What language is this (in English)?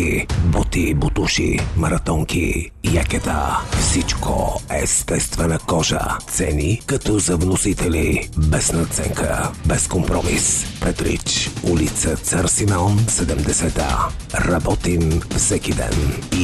Bulgarian